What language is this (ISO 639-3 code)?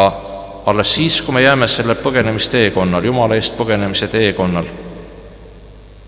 est